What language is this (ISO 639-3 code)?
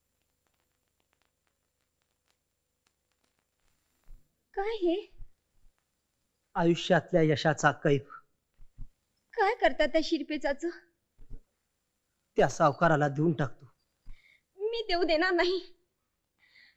mar